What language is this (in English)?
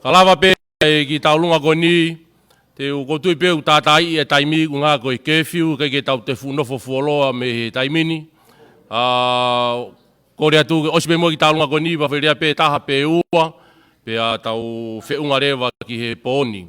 Tongan